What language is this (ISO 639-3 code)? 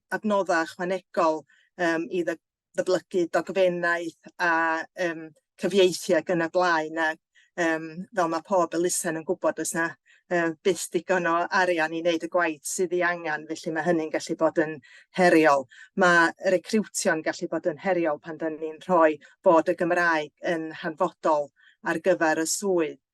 cym